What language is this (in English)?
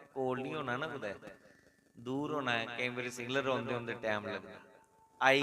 Dogri